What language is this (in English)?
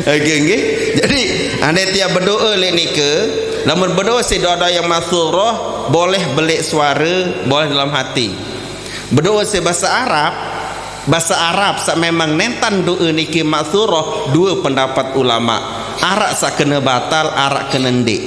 Sasak